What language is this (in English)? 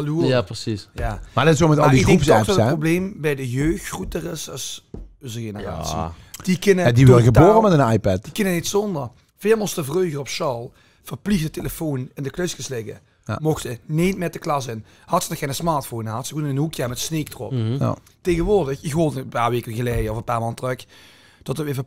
Limburgish